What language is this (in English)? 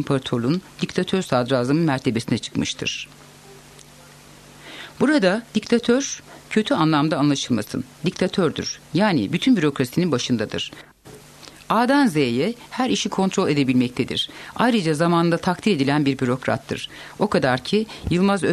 Turkish